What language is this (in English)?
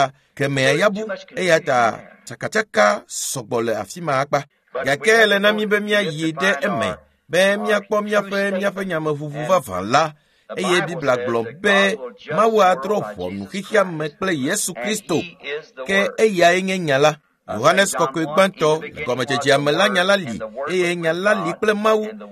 Ewe